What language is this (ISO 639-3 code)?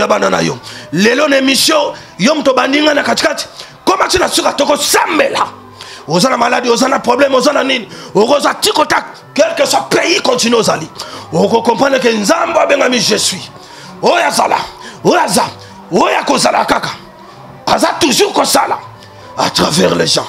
lin